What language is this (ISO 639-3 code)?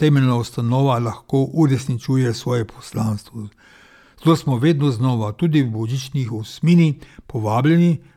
slv